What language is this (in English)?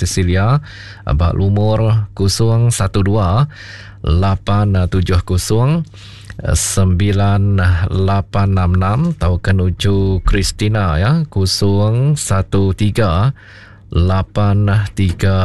Iban